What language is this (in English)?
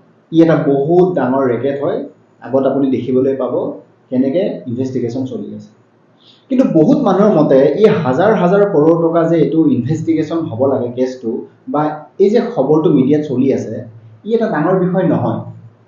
Assamese